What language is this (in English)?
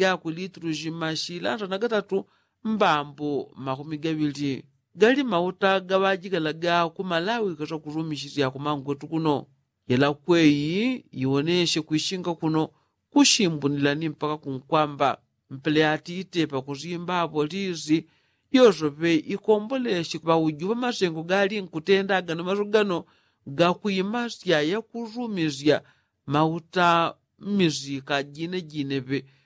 Yao